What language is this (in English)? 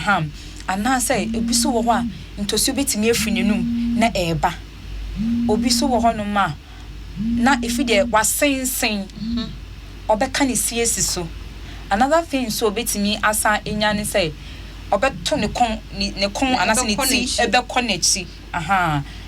Akan